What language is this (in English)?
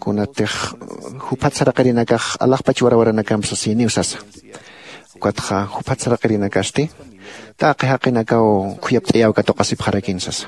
Aymara